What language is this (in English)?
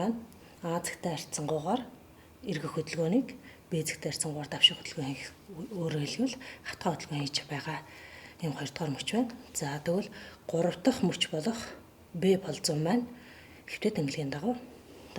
Mongolian